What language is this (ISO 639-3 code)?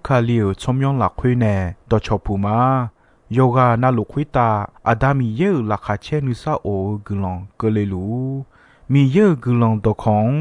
ahk